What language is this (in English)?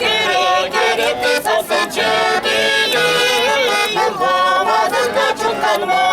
Chuvash